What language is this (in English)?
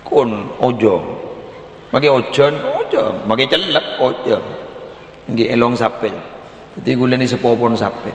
Madurese